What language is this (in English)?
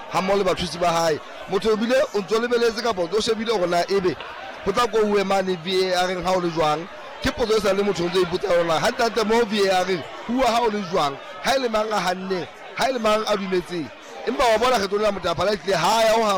Southern Sotho